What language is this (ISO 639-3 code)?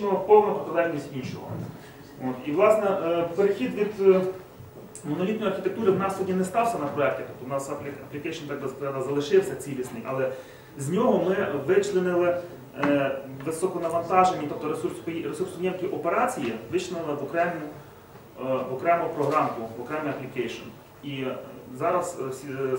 ukr